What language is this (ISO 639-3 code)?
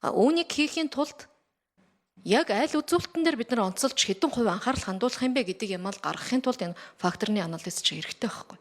mon